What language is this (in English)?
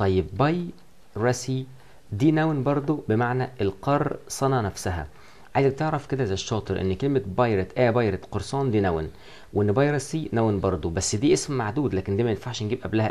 Egyptian Arabic